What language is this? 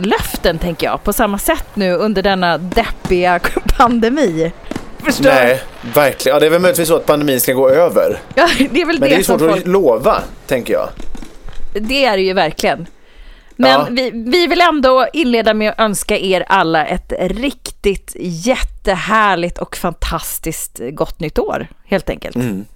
Swedish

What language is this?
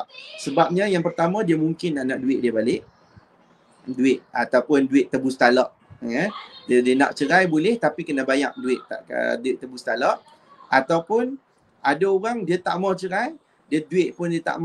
Malay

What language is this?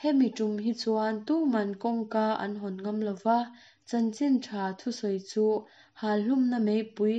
Mizo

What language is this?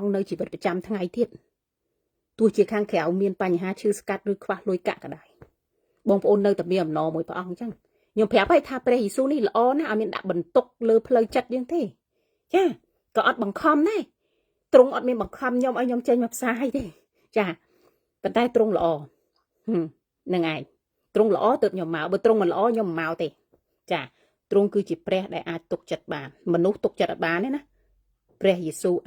Khmer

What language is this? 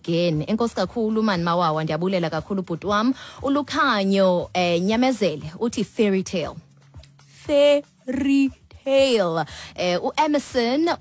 Xhosa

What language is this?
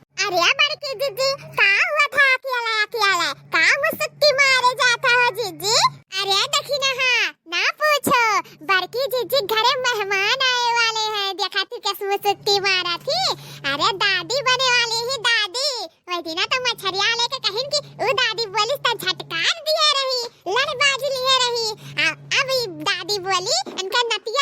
Awadhi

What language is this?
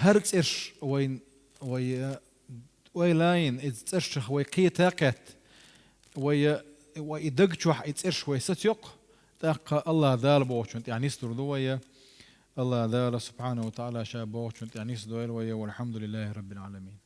Chechen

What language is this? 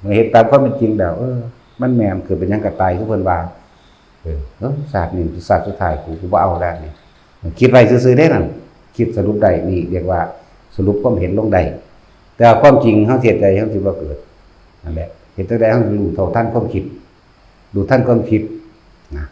Lao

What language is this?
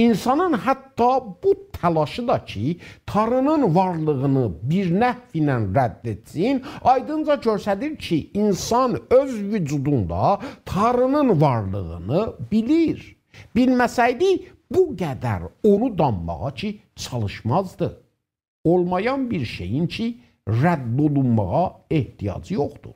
South Azerbaijani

